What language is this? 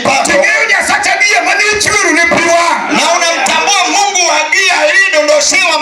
Luo (Kenya and Tanzania)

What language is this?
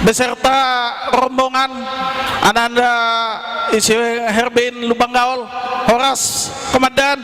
Batak Toba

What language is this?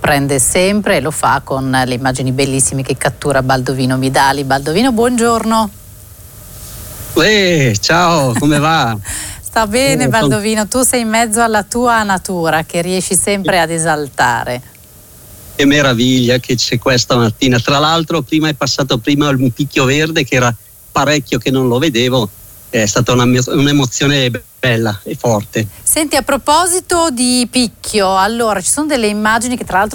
Italian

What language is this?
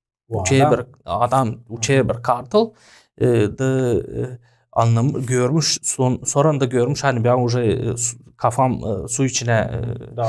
Gagauz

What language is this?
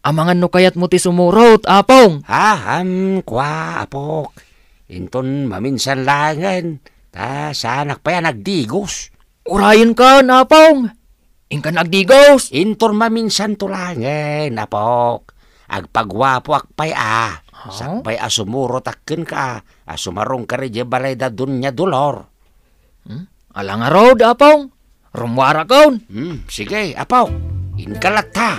Iloko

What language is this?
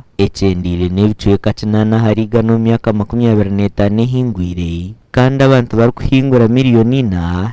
Nyankole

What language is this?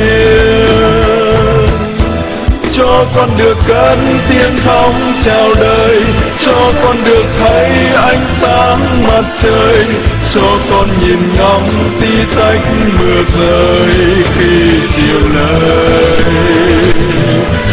Vietnamese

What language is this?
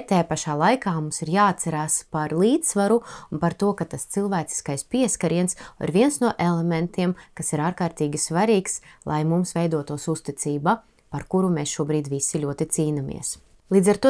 Latvian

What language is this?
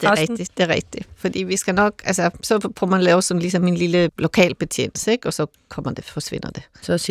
Danish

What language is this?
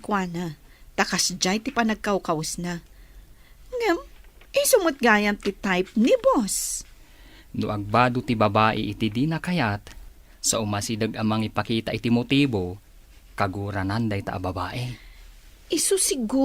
Iloko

